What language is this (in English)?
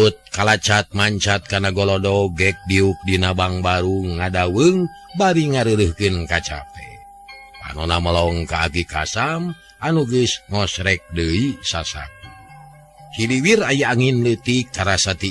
Sundanese